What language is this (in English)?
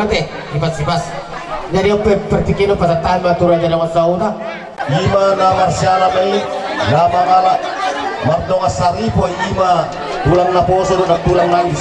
Batak Toba